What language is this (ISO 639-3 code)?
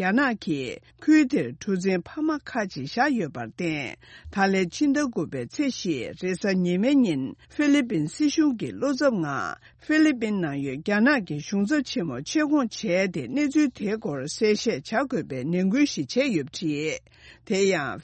bod